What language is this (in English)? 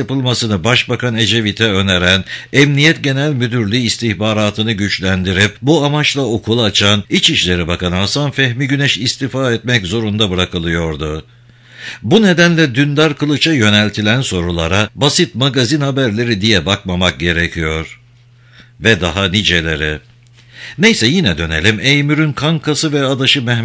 Turkish